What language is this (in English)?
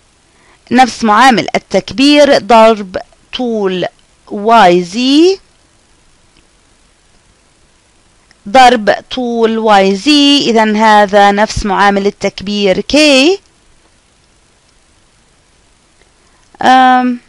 Arabic